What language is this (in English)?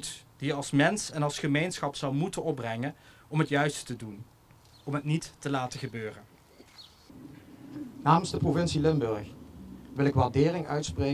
Dutch